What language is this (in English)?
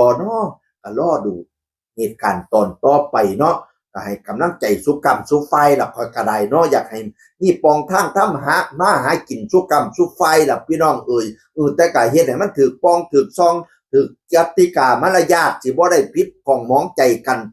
Northeastern Thai